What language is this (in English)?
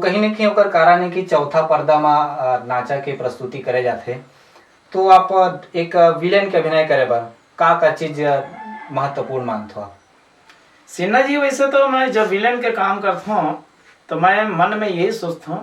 Chhattisgarhi